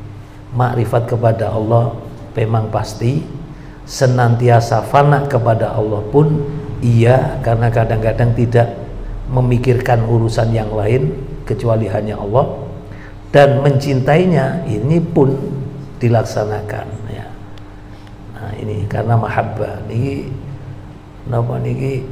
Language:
Indonesian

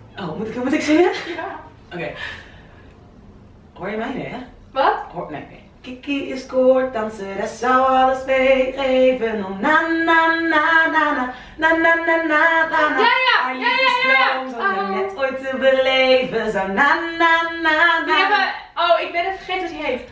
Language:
Dutch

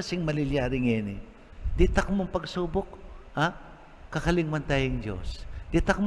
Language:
Pampanga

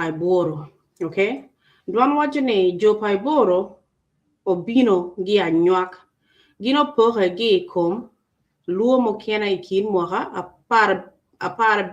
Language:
Acoli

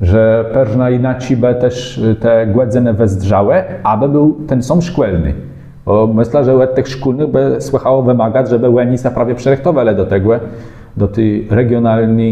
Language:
Kashubian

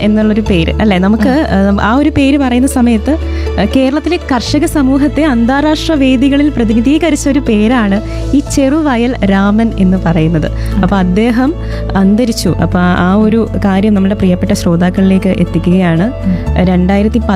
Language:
Malayalam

